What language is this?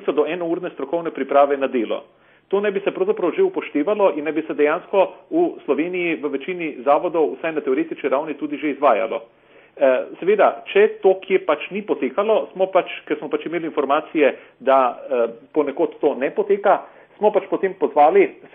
Slovenian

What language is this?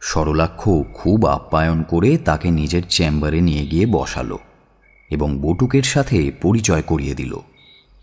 Bangla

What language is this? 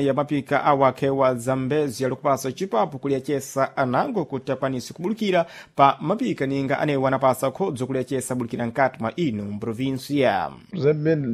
Sena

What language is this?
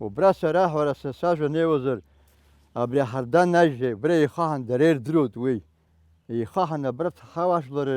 Abkhazian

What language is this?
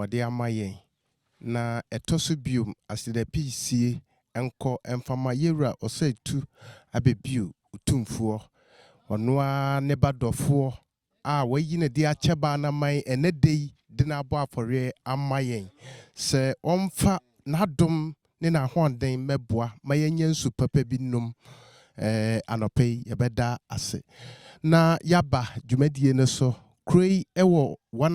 Akan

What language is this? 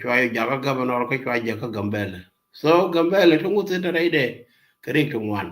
Nuer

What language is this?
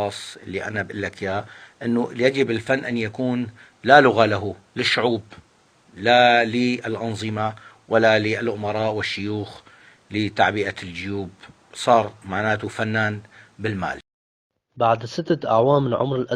North Levantine Arabic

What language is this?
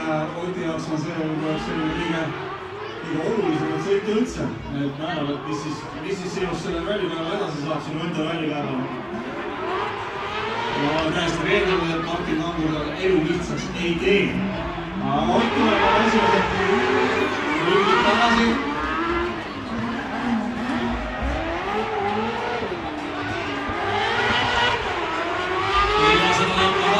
Estonian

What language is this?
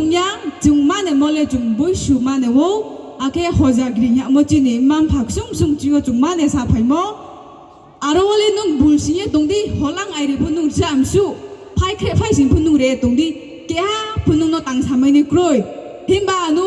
Riang (India)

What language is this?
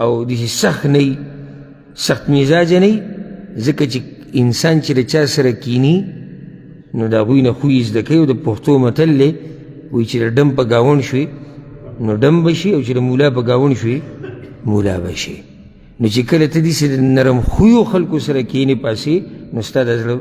Pashto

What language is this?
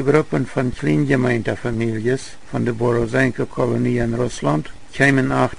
Plautdietsch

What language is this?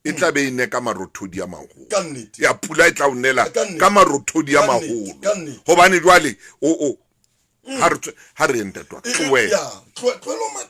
Southern Sotho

